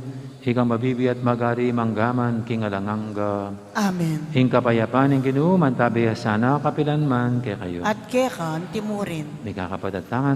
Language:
Pampanga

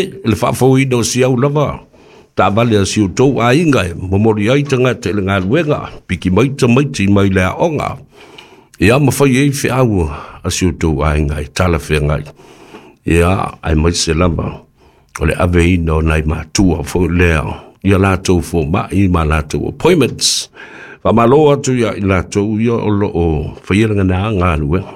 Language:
Samoan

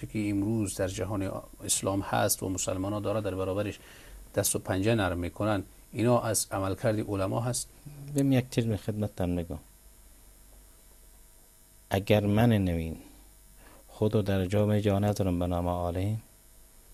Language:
Persian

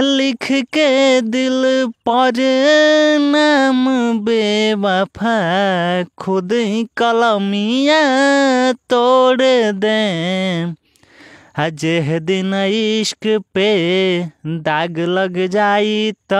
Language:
Bhojpuri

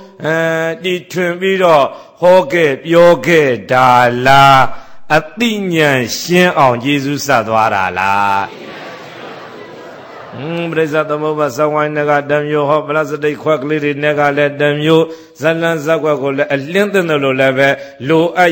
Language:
Burmese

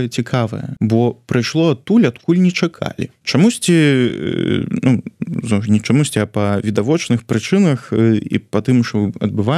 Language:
Belarusian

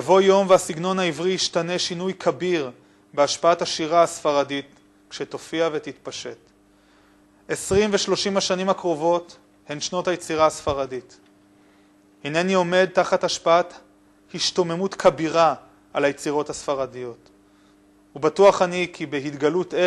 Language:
Hebrew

